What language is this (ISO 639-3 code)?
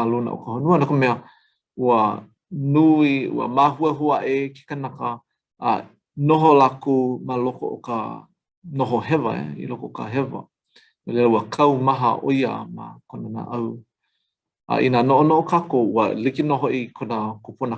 haw